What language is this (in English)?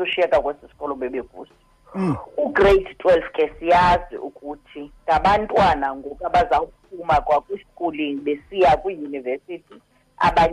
Xhosa